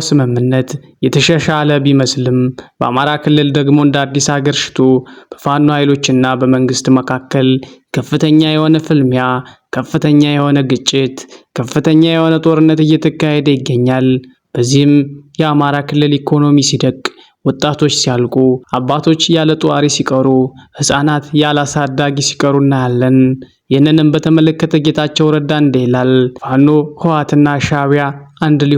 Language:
Amharic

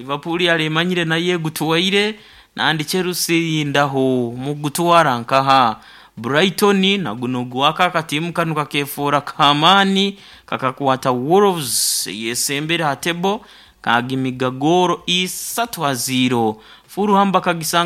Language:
Nyoro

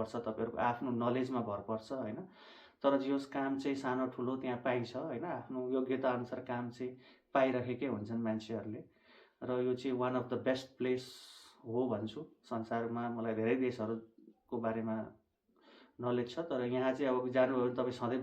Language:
Nepali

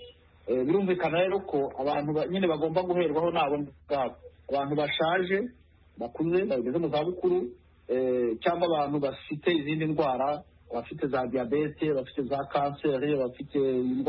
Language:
Kinyarwanda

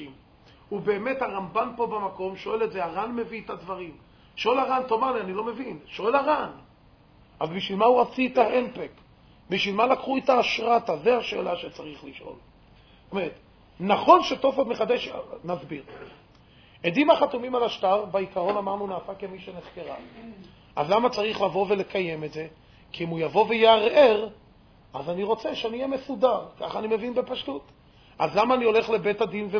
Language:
Hebrew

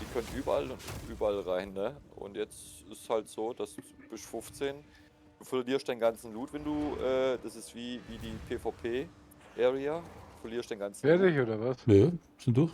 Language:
Bavarian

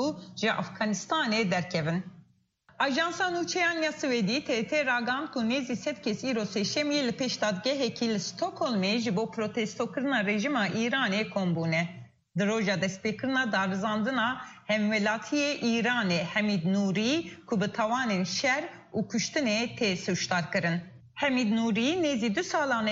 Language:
Kurdish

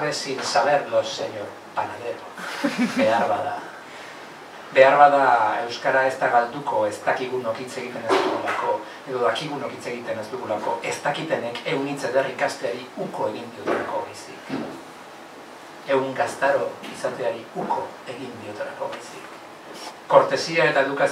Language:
Basque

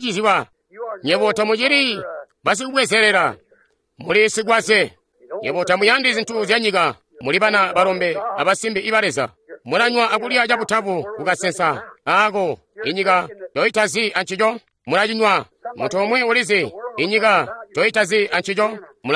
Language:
Tonga (Zambia)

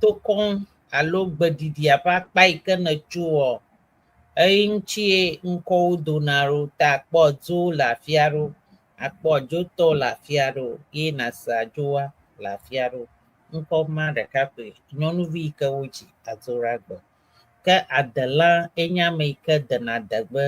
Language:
Ewe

